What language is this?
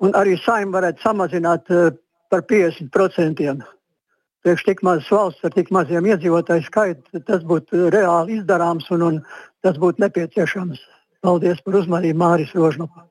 Latvian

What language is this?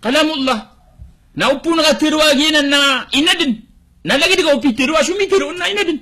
Maranao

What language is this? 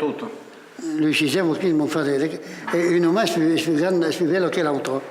Occitan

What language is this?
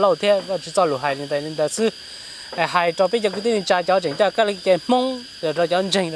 Hmong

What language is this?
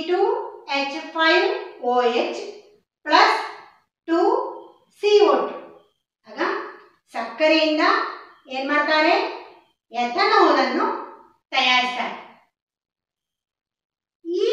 Kannada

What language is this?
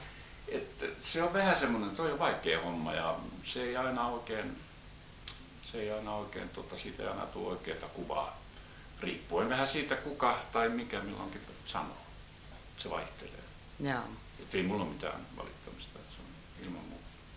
Finnish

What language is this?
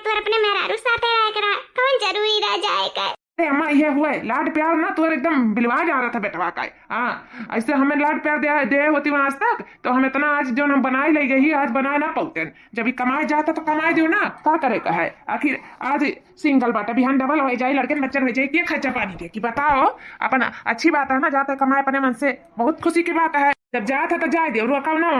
Awadhi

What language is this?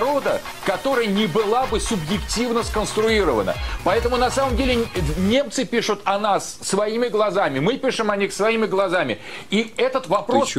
Russian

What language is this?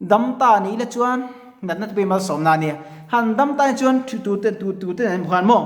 Mizo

